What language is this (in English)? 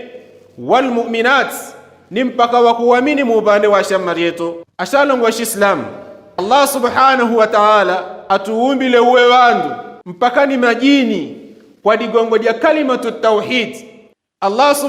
Yao